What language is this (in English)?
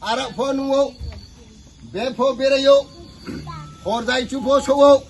Riang (India)